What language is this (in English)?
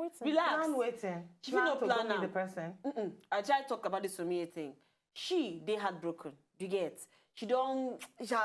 Nigerian Pidgin